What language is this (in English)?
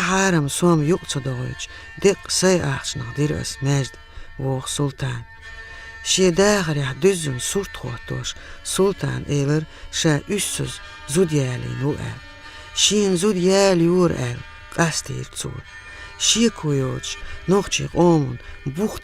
Chechen